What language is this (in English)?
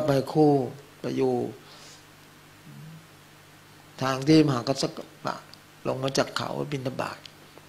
Thai